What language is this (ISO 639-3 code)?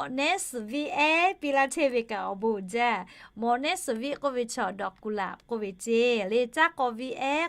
lhu